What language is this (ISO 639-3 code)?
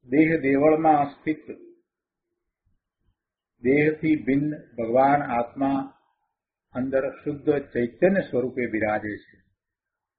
guj